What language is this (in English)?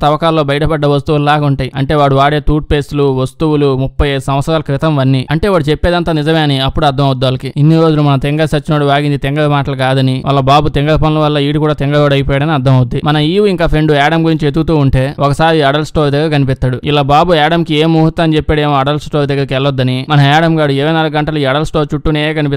Telugu